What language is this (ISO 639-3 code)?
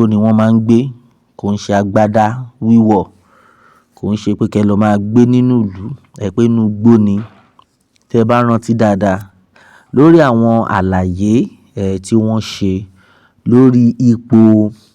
yor